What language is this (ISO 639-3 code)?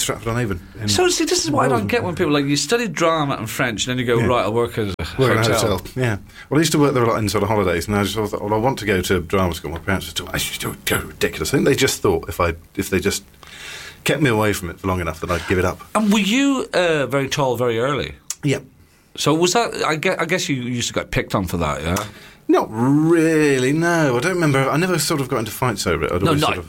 eng